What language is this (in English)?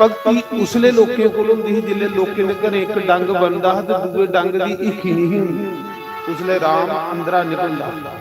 Dogri